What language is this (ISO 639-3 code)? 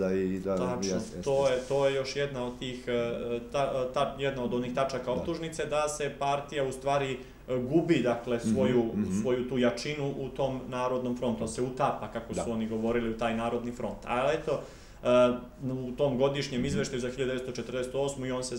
srp